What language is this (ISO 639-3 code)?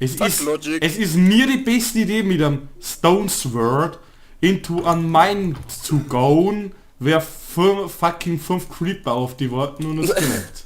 bar